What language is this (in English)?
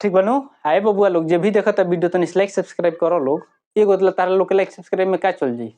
Bhojpuri